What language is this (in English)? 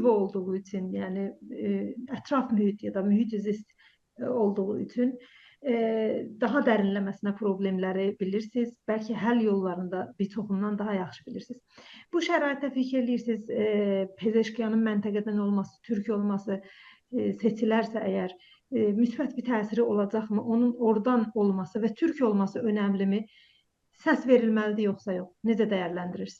South Azerbaijani